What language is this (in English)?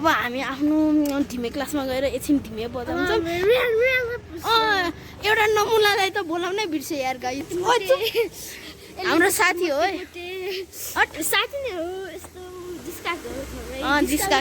Nepali